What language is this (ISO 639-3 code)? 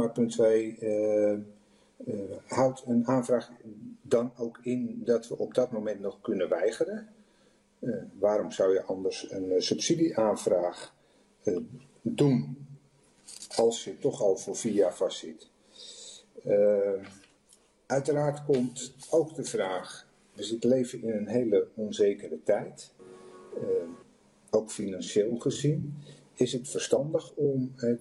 nld